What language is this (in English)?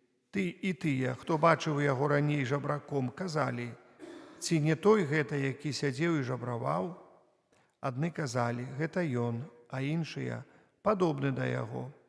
Belarusian